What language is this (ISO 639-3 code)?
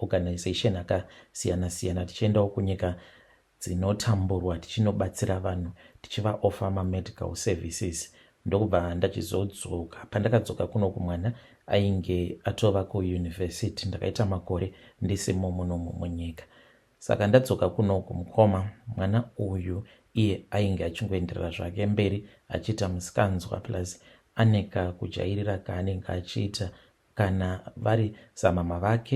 sna